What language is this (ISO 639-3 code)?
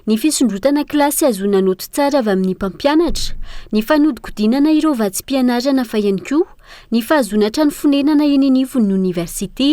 mlg